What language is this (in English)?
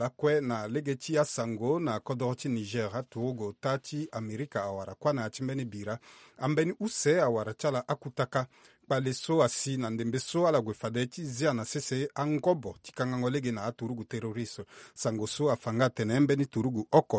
Sango